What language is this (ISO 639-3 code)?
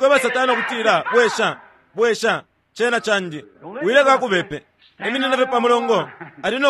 bem